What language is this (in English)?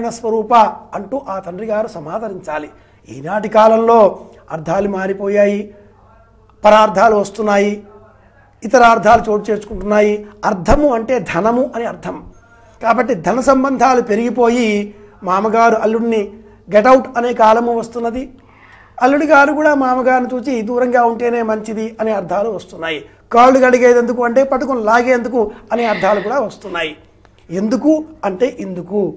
Telugu